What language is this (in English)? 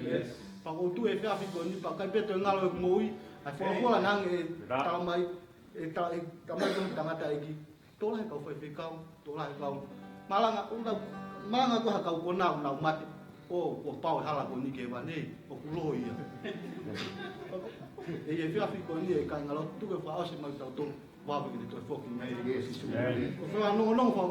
Tongan